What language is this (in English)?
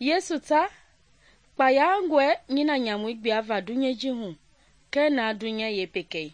Mende